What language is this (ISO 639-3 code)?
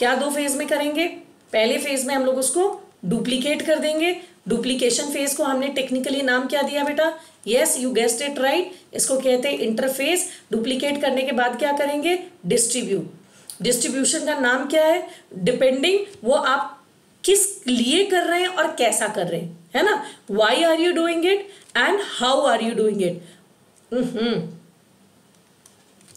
hin